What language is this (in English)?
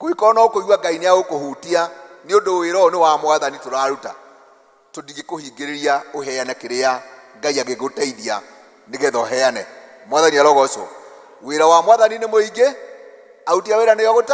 Kikuyu